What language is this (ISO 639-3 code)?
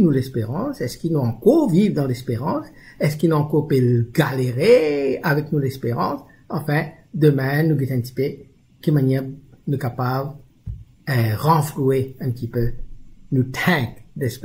mfe